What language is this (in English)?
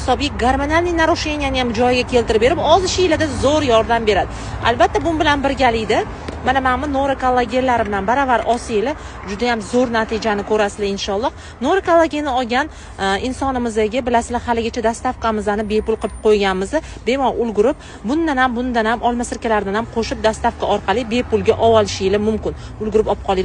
Uzbek